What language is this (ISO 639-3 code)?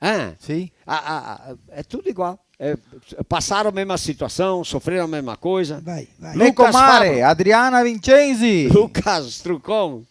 vec